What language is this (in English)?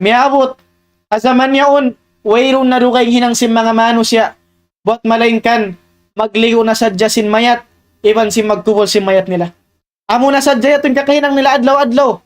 Tausug